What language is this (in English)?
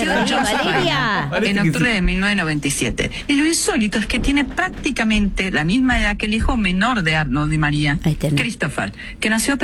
Spanish